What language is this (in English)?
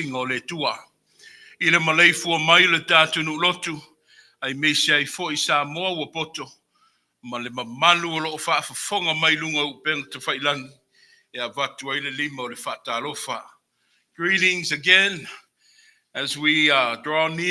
Samoan